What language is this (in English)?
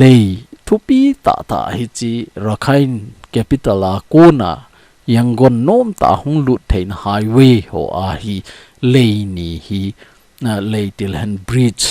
Thado Chin